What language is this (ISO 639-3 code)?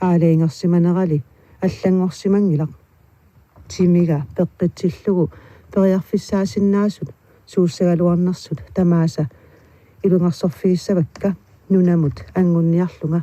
kal